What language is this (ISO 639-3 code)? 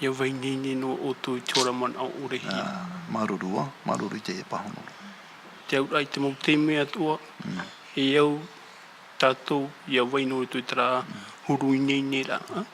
tah